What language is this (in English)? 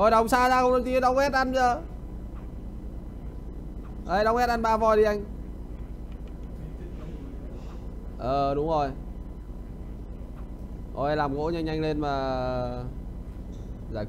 Vietnamese